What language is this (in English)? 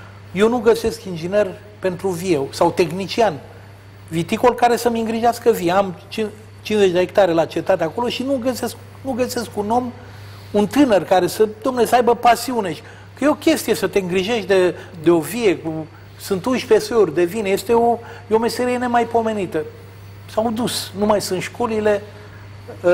Romanian